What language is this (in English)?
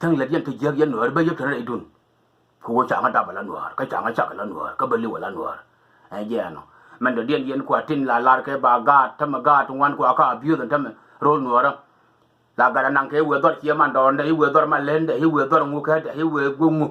Nuer